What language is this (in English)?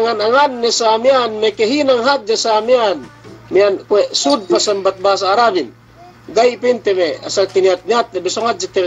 Yakan